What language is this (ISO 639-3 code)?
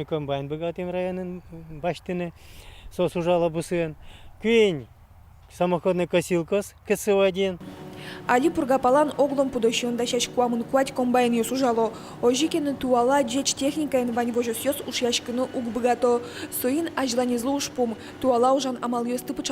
udm